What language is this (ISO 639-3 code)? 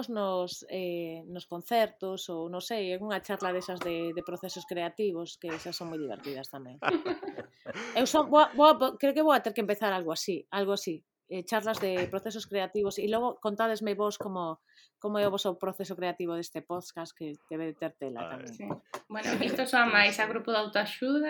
glg